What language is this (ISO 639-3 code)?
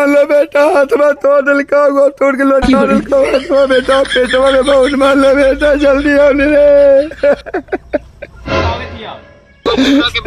mag